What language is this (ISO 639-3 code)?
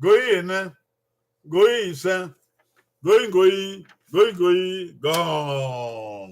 bin